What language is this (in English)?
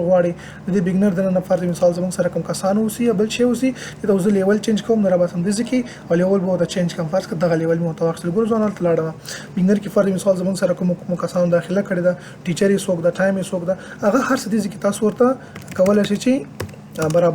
Pashto